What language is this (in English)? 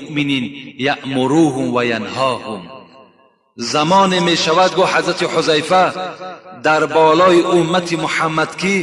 Tajik